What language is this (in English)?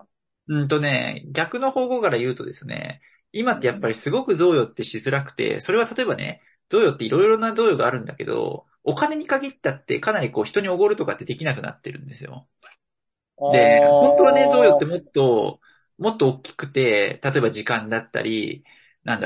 Japanese